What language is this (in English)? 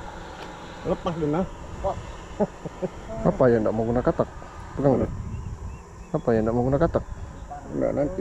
Malay